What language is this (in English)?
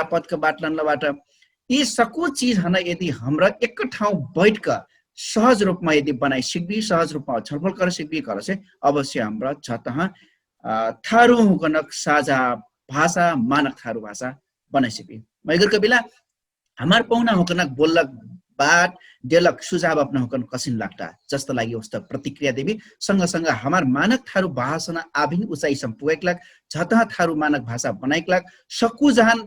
Dangaura Tharu